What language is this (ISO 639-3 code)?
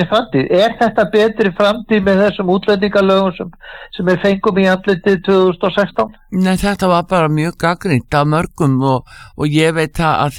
isl